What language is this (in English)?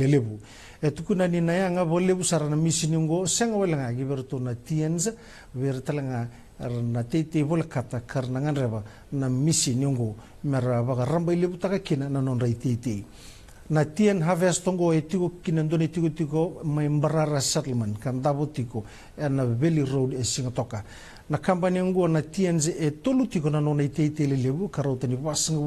Fijian